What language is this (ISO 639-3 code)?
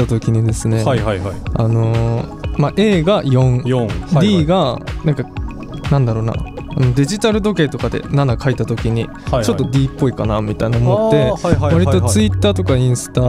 jpn